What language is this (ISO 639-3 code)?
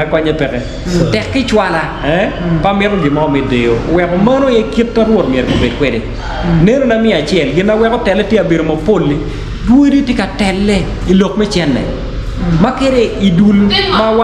ach